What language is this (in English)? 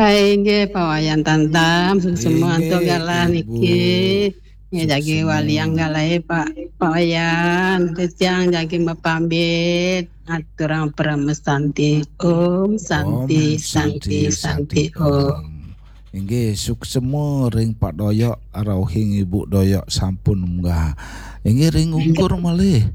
Balinese